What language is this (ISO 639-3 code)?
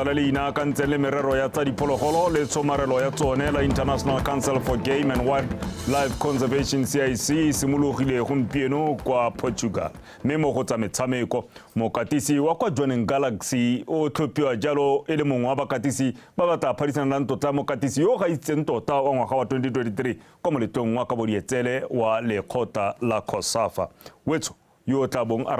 tsn